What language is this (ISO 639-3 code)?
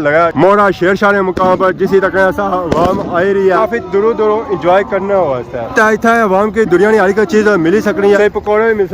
phr